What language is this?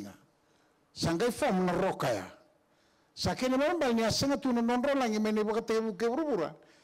Fijian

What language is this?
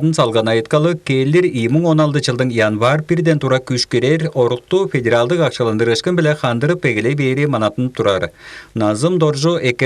Tuvinian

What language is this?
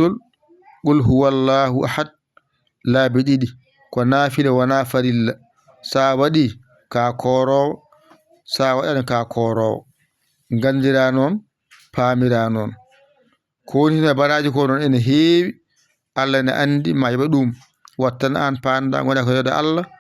Fula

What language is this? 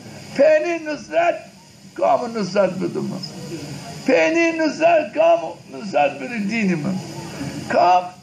Zaza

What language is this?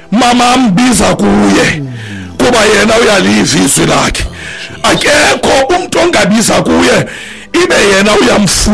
Xhosa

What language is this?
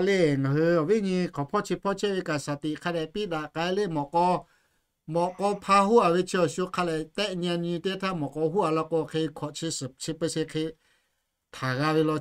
Lahu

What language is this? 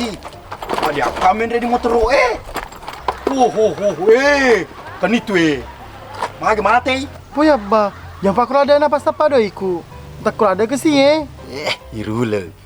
Buginese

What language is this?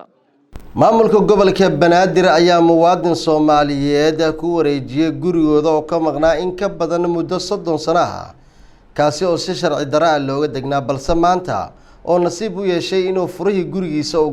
Somali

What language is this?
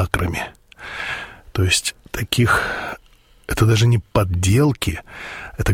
Russian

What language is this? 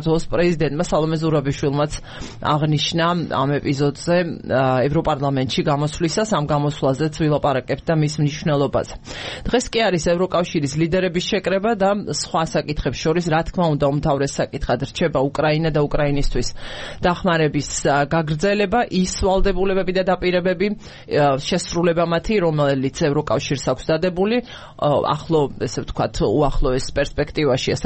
Georgian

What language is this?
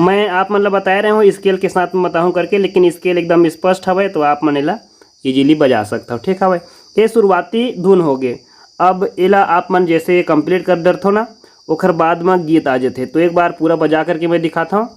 Chhattisgarhi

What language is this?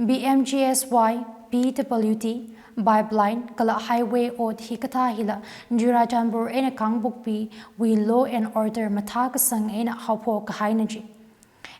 Tangkhul Naga (India)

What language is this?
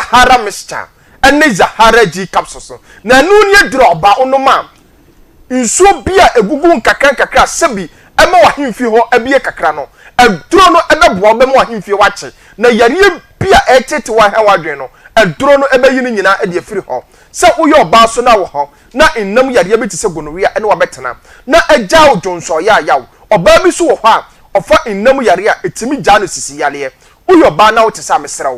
Akan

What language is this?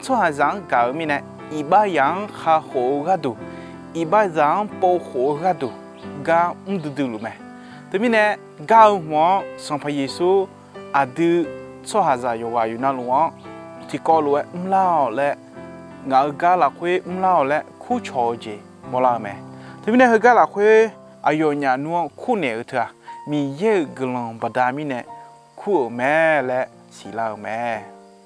Akha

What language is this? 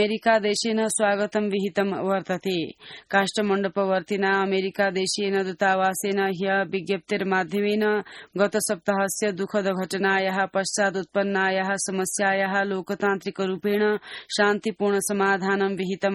Sanskrit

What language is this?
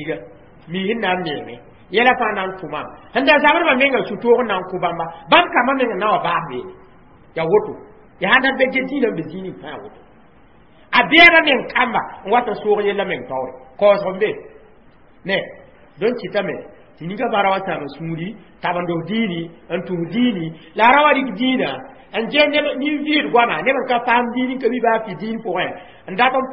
Mossi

